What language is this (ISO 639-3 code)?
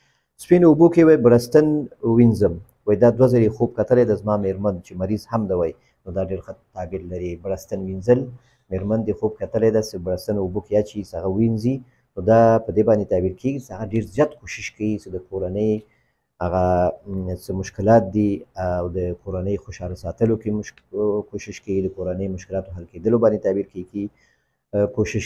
pus